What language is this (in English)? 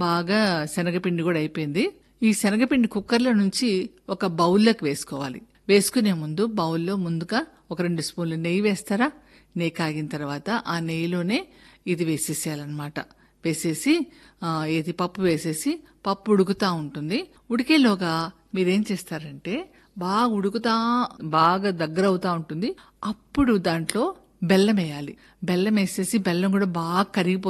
Telugu